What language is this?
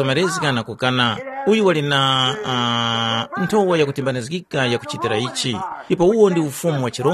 Tumbuka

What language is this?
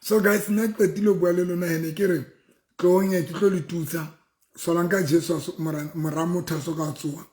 Southern Sotho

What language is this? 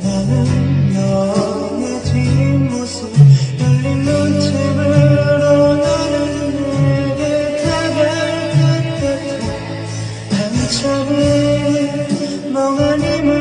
Korean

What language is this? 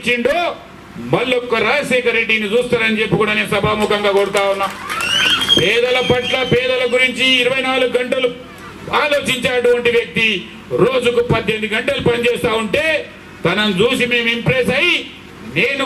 Telugu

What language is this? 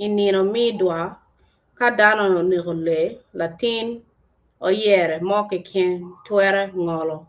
Acoli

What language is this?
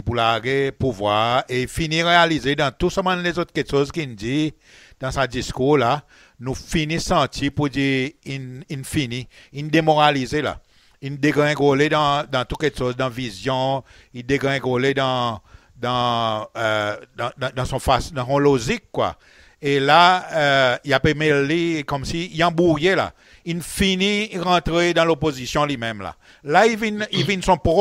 Seselwa Creole French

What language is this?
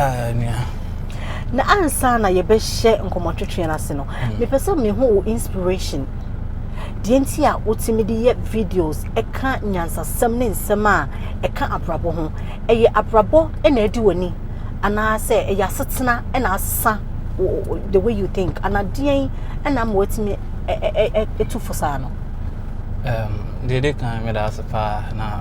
Akan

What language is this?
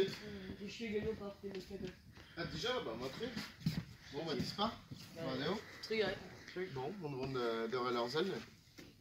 Breton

